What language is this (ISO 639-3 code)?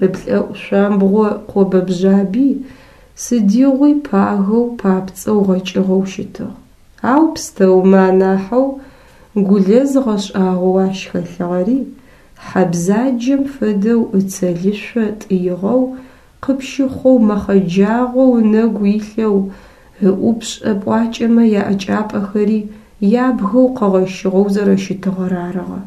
ady